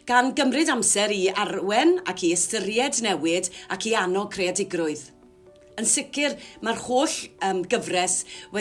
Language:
Welsh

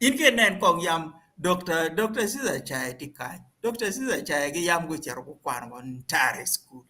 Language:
Acoli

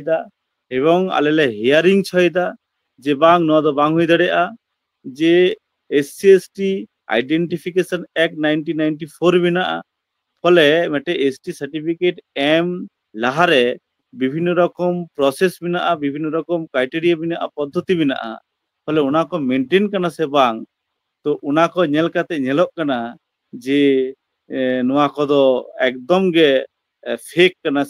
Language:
Santali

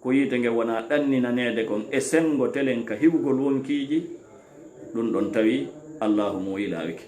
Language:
Fula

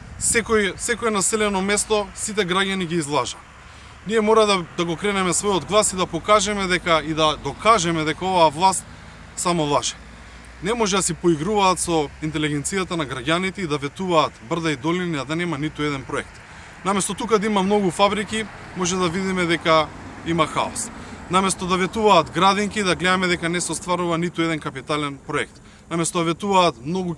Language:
Macedonian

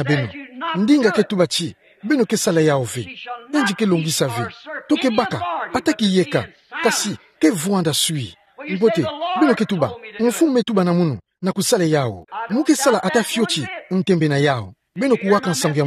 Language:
Kituba (Democratic Republic of Congo)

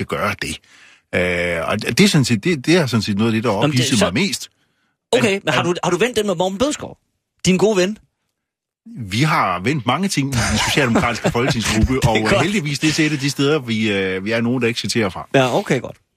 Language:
Danish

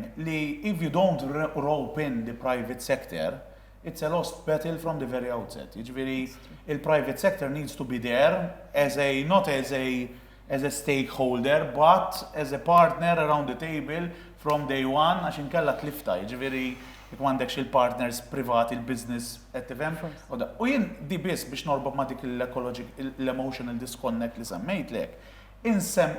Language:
Maltese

